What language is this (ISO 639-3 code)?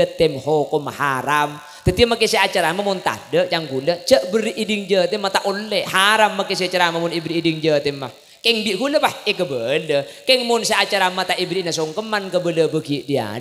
mad